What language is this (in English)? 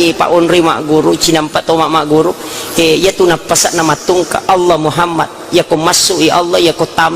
Buginese